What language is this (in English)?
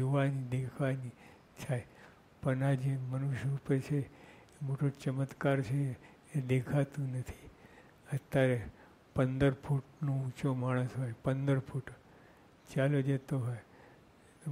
Gujarati